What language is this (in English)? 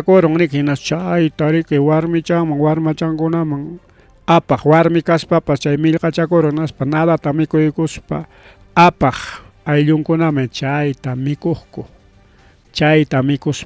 Ayacucho Quechua